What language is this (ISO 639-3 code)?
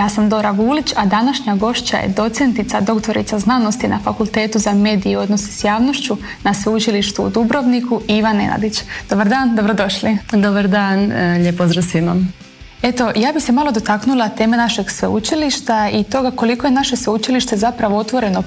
hrv